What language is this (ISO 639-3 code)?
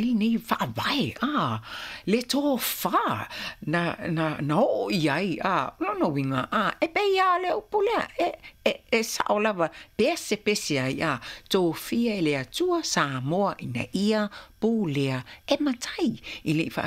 smo